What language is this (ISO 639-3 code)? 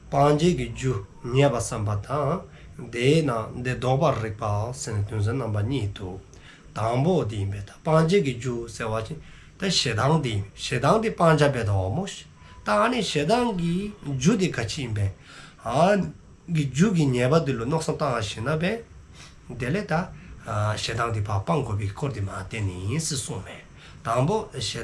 dzo